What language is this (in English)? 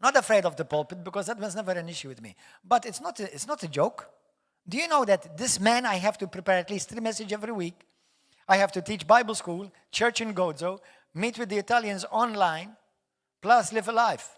English